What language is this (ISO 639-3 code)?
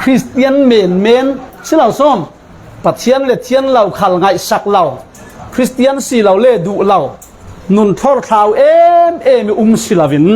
cfm